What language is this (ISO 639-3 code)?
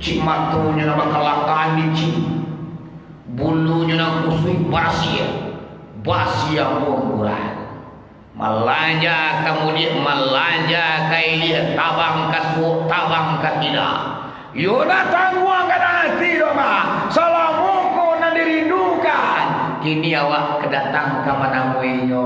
min